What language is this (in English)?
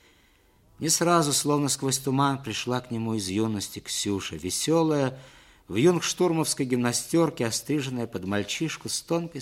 Russian